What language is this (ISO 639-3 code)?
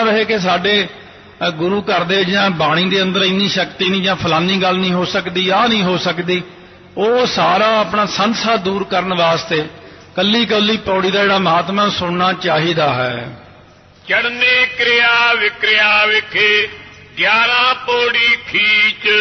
pan